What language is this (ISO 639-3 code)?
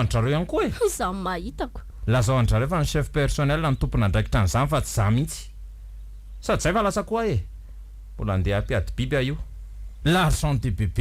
mlg